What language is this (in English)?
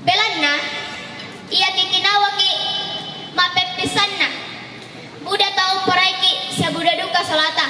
Toraja-Sa'dan